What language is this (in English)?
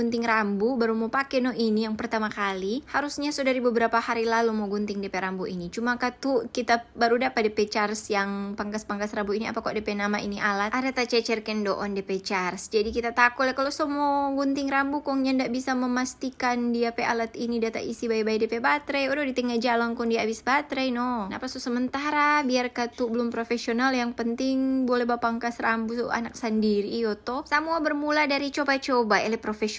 Manado Malay